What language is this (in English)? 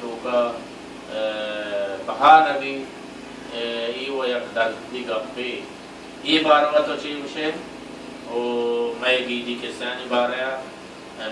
Baluchi